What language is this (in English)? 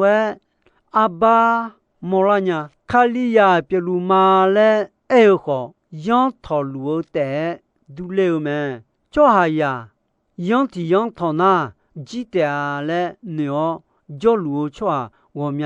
Akha